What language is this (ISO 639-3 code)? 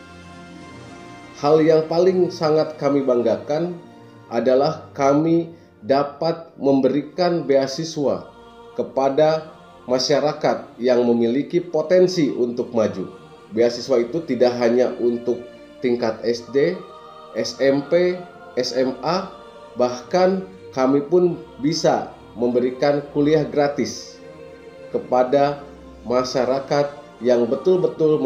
ind